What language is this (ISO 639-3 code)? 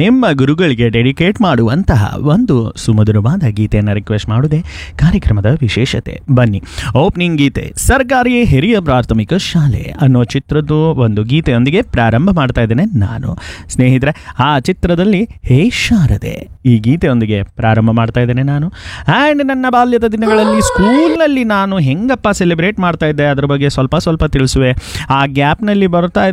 kan